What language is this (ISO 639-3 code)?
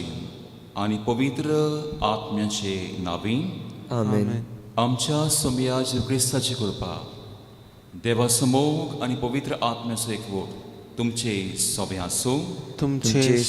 kok